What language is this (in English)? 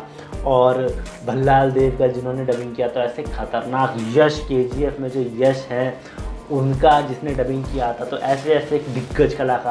Hindi